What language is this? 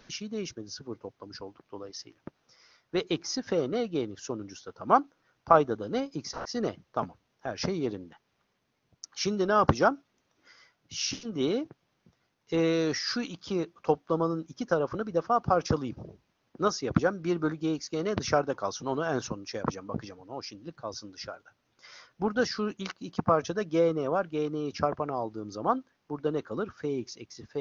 Turkish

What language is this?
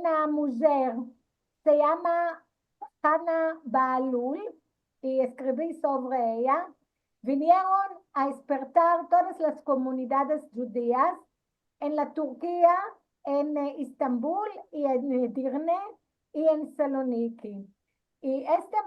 Ladino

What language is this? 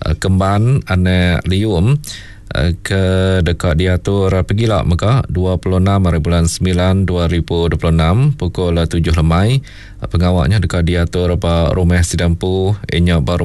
Iban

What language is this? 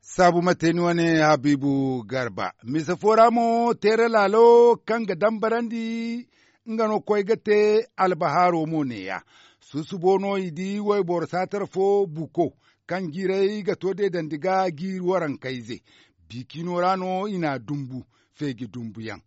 Zarma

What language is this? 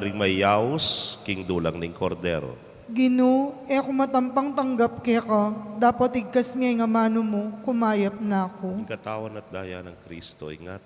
Pampanga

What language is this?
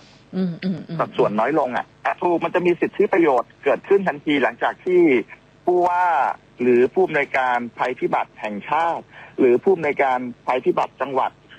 Thai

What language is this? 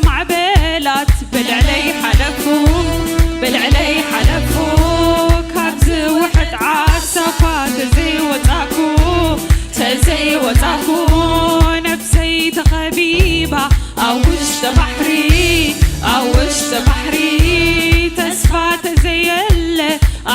Tigrinya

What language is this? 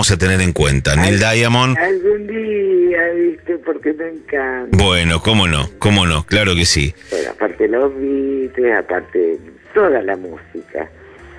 Spanish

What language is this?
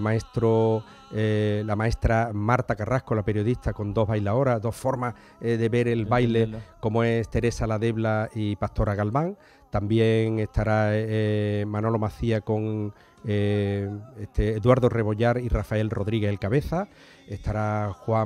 Spanish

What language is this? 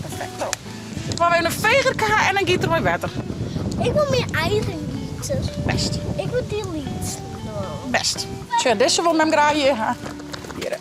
Western Frisian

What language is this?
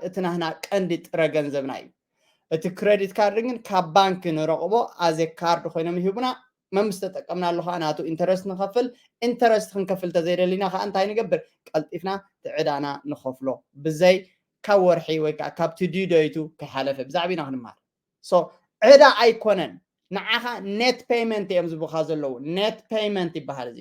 Tigrinya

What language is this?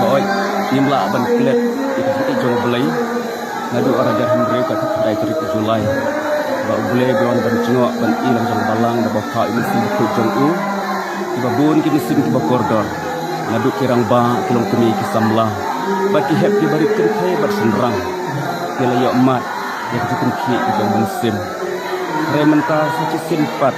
Khasi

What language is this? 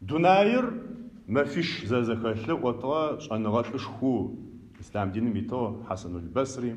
Adyghe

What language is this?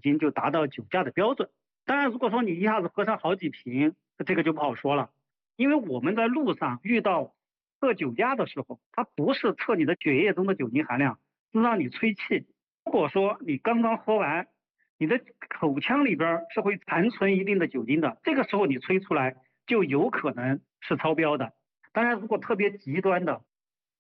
Chinese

